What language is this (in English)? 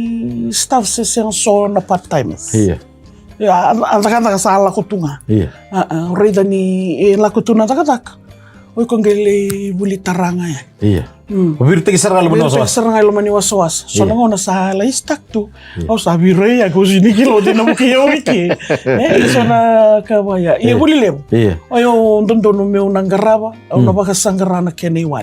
Fijian